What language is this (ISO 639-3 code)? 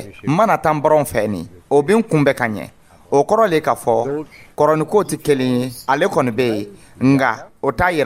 dyu